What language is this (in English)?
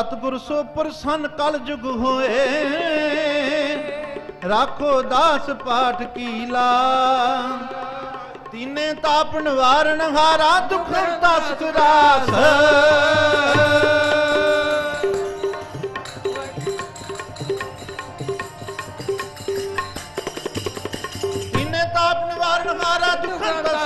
Punjabi